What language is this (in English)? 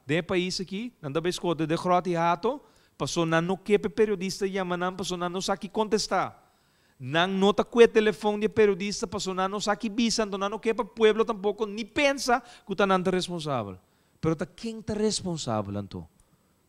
Papiamento